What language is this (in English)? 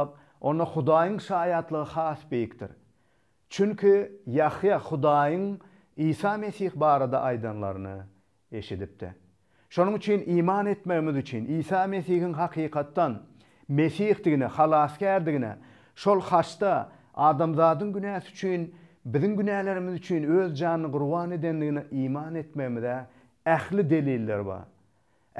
Turkmen